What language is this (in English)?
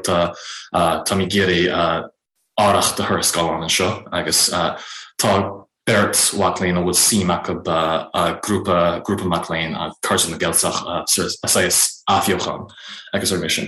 Irish